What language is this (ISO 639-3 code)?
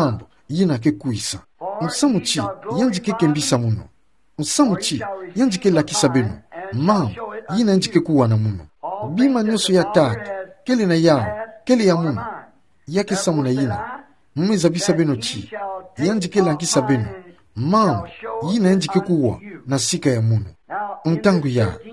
ktu